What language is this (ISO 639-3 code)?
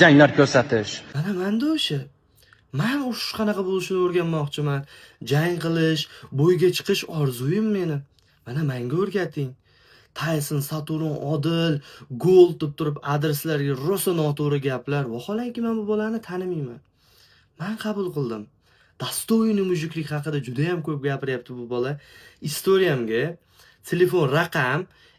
uzb